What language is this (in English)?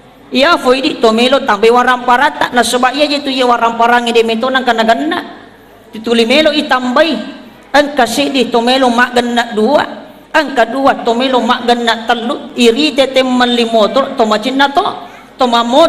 Buginese